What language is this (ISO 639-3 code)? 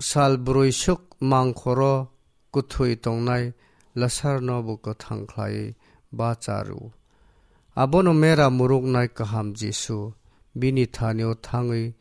trp